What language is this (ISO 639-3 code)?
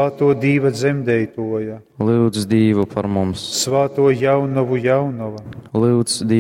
ltg